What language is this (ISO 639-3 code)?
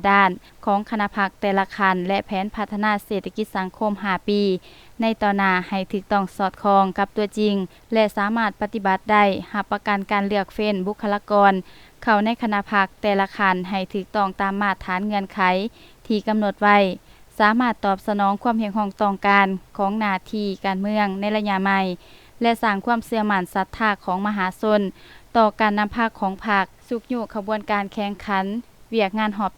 lao